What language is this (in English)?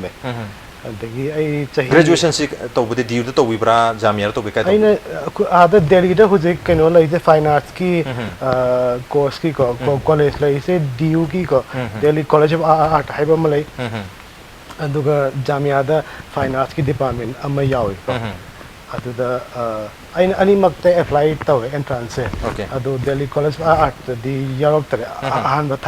Manipuri